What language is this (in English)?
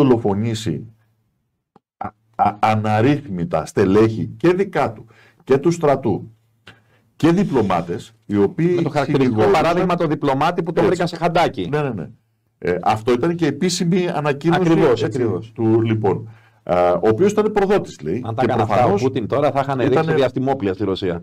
Greek